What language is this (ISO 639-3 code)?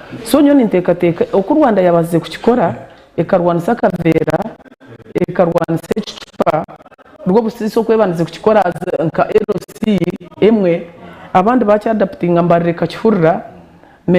nyn